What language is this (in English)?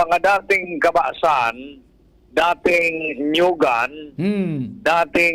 Bikol